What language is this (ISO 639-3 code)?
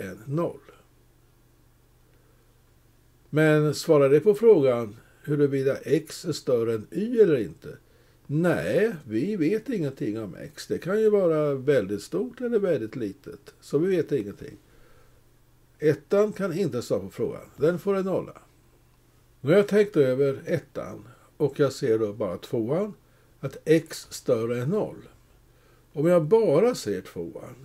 swe